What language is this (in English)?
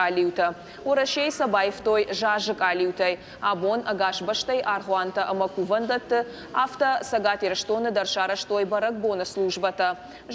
Ossetic